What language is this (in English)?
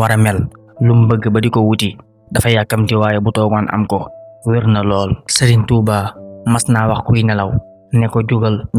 Wolof